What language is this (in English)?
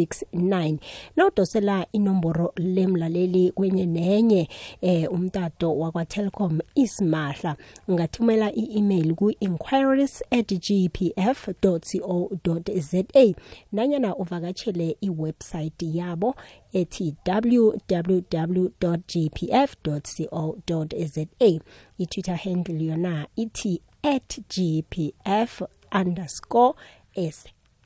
South Ndebele